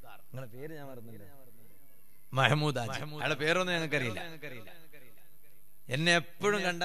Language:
Malayalam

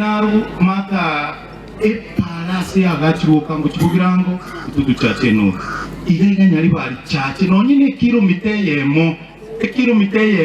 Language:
Gusii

